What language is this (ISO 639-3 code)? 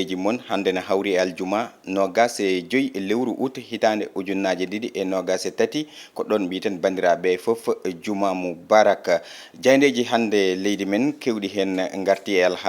ful